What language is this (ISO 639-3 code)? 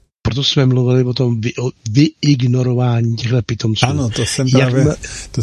ces